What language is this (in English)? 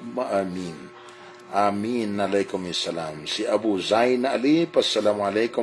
Maranao